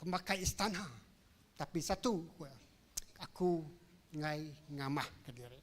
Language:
Iban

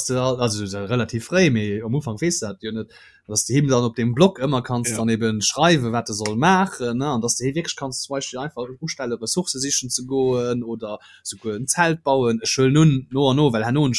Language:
Luxembourgish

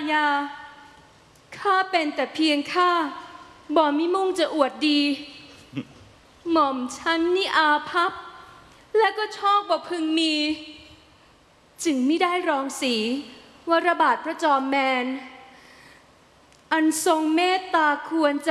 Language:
Thai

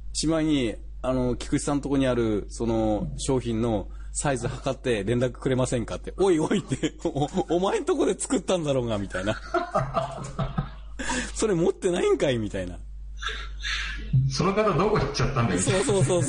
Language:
Japanese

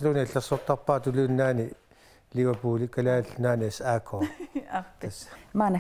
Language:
Kalaallisut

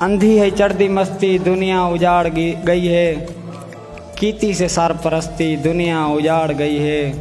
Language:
Saraiki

